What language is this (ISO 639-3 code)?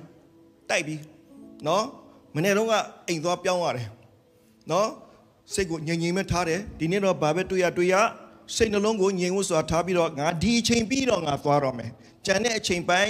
mya